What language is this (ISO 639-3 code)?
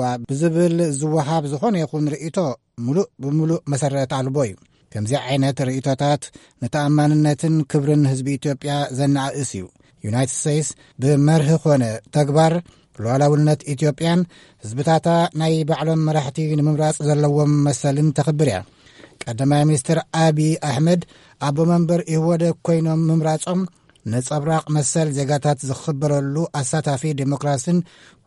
tir